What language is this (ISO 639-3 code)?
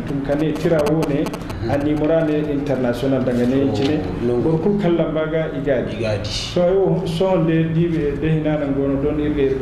dje